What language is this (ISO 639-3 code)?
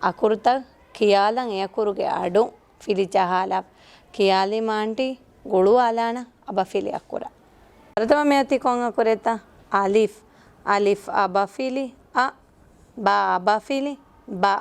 div